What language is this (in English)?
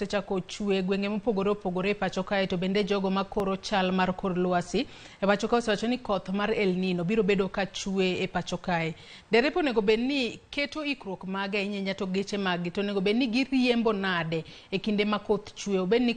Luo (Kenya and Tanzania)